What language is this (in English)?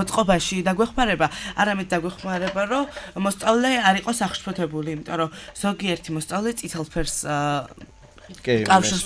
Georgian